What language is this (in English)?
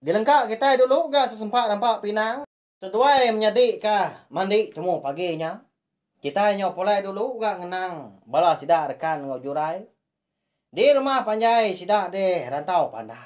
Iban